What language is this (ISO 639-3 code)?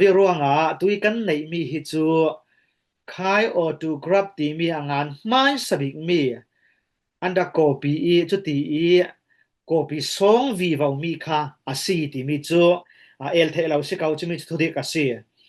cfm